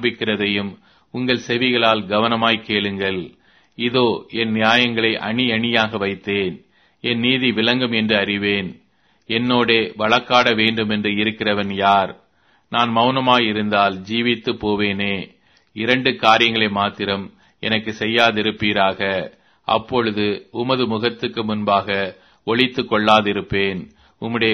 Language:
Tamil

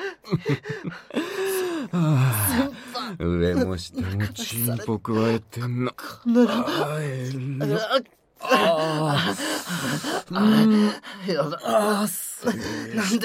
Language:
Japanese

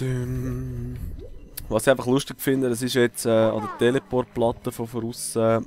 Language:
Swiss German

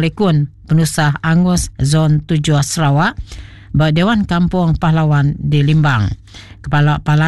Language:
Iban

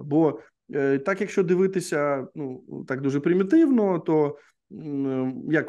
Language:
Ukrainian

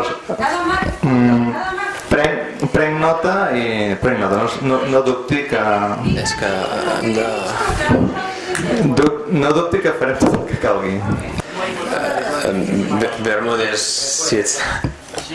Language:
Catalan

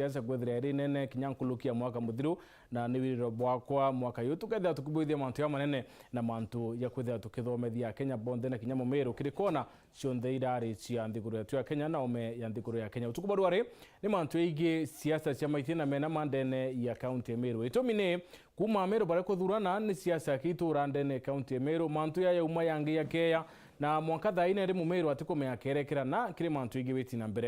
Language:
Meru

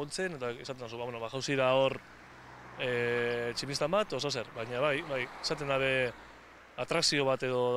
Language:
Basque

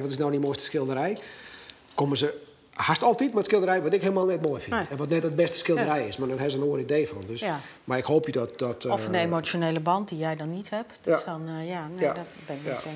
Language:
Western Frisian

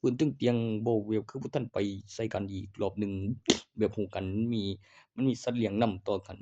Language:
Northeastern Thai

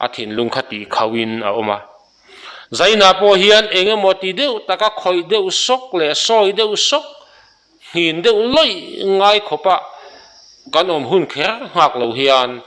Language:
Mizo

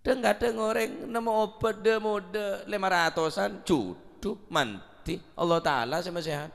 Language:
Madurese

